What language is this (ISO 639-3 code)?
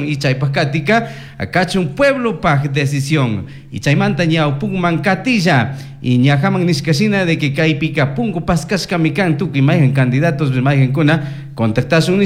qug